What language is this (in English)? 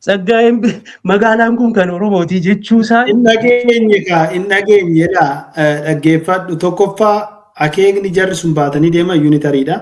Oromo